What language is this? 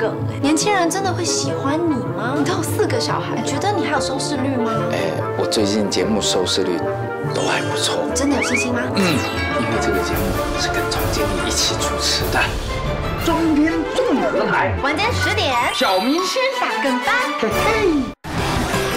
Chinese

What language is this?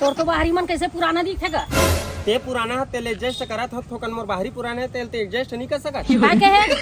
Chhattisgarhi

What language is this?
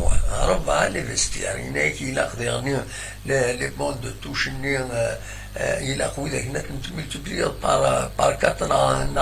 Kabyle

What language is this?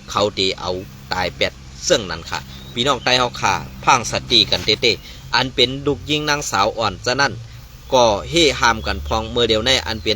Shan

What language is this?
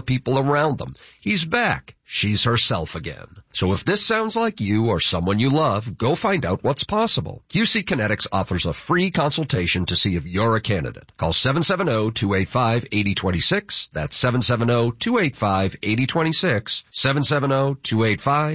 English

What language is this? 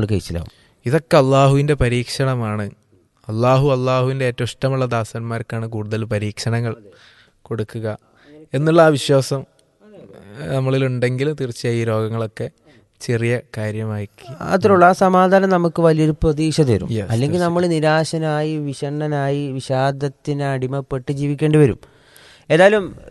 Malayalam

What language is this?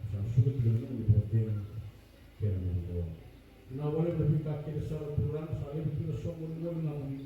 Fijian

